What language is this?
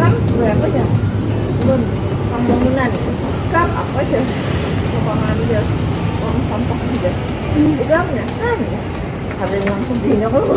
Banjar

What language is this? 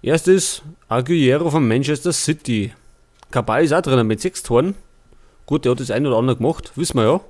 Bavarian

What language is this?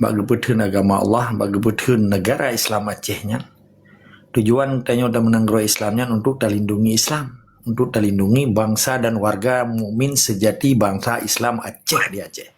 Achinese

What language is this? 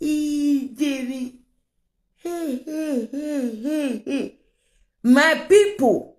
Nigerian Pidgin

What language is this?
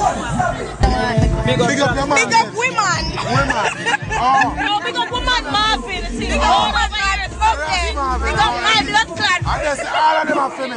Jamaican Creole English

